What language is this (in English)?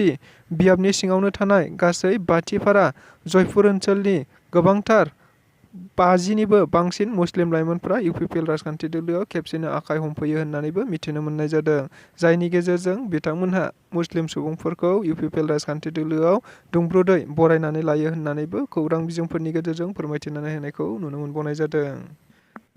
Bodo